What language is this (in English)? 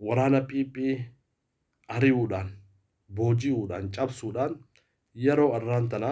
Oromo